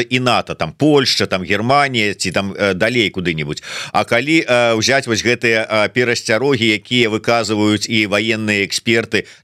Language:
Belarusian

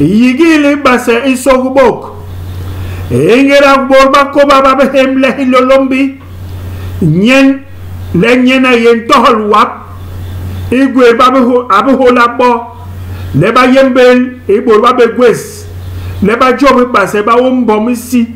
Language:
Basaa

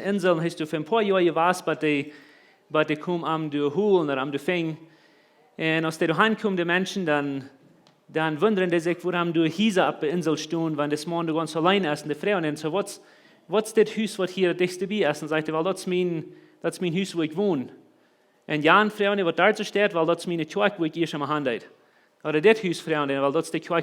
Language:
Plautdietsch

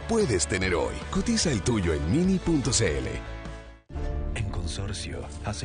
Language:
Spanish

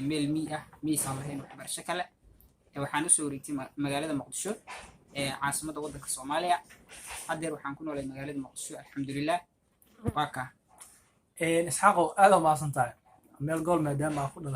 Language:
Somali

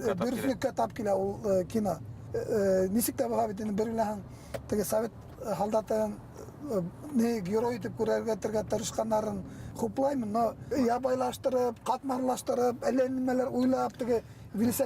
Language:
Bashkir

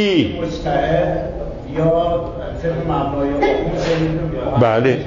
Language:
Persian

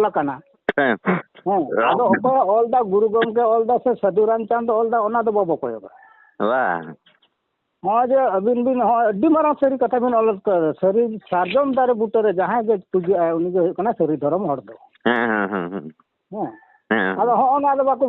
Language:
Santali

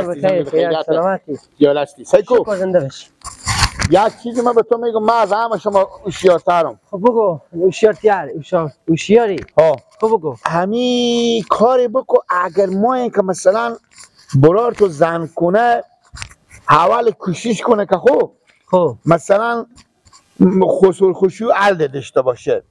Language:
Persian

